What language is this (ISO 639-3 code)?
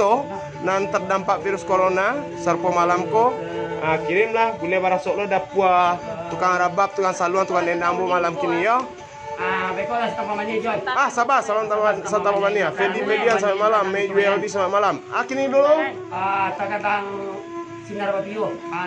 min